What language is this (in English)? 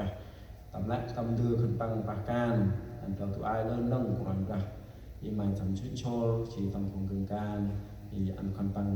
Central Mnong